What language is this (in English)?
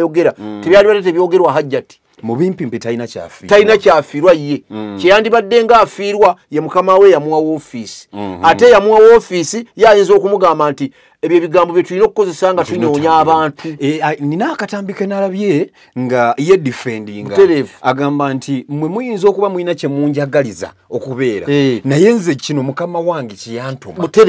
Ganda